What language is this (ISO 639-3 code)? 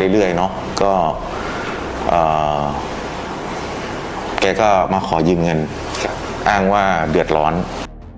tha